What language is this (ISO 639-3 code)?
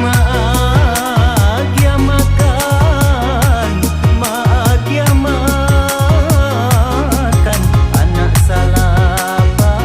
min